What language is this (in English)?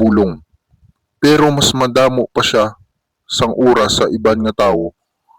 Hiligaynon